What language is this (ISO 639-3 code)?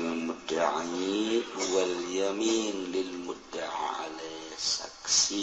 sun